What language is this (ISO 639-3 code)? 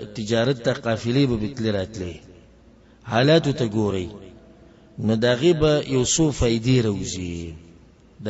pus